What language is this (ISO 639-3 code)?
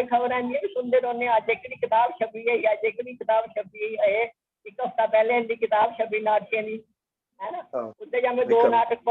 doi